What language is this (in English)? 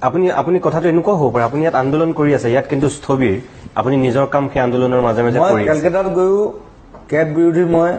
Assamese